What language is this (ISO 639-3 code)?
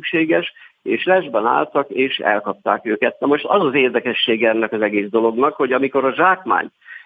hun